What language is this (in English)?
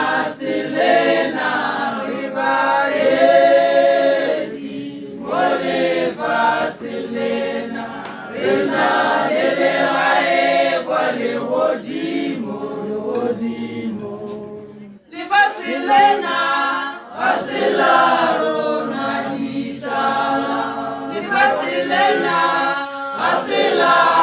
Tswana